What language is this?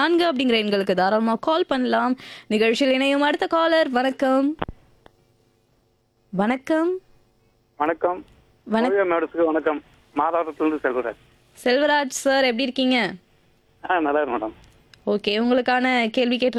Tamil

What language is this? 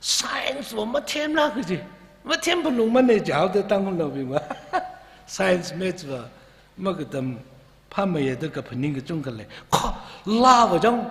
Tangkhul Naga (India)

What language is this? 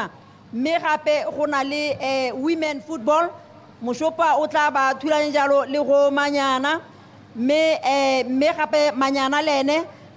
Tswana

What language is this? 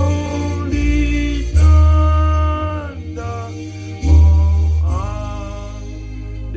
Batak Toba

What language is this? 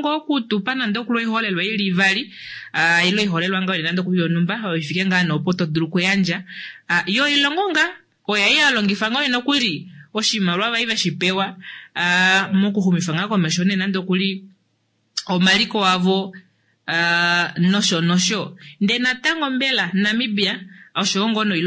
Kuanyama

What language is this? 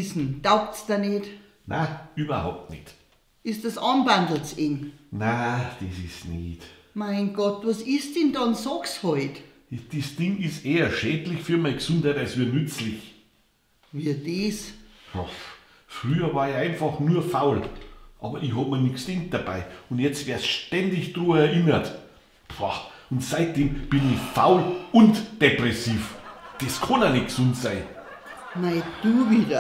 Bavarian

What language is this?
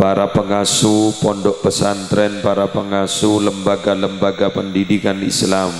Madurese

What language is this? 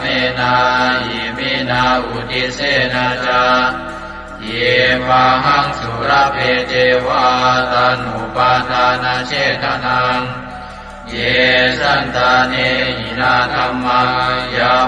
Pali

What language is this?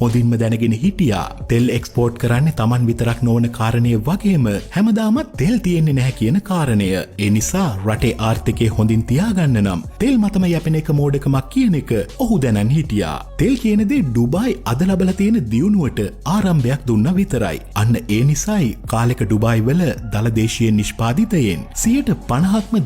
Sinhala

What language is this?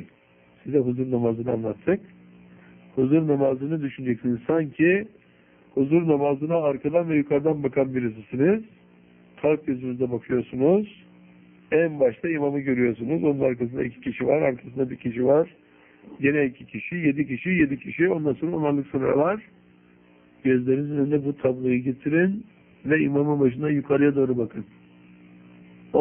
Turkish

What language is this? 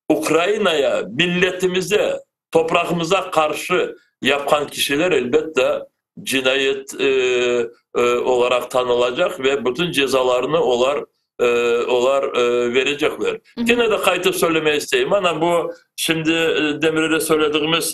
Crimean Tatar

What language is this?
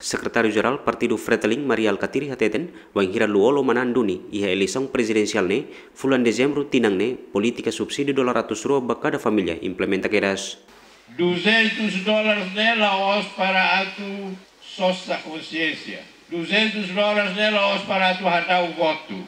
Tetum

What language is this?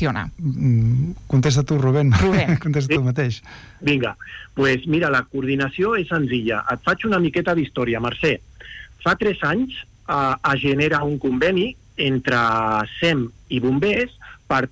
Catalan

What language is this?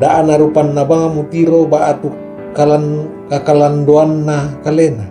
Toraja-Sa'dan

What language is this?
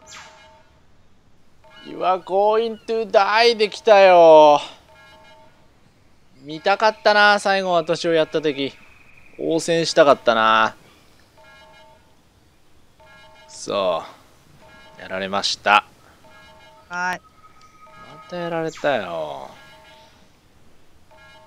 Japanese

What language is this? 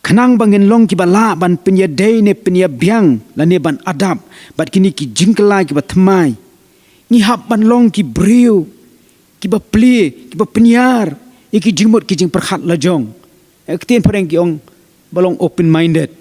Khasi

